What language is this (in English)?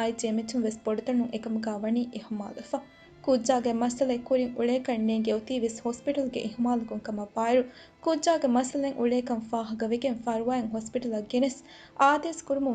Divehi